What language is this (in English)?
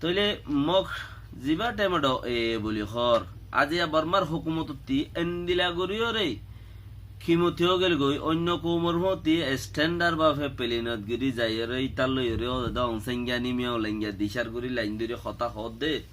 Rohingya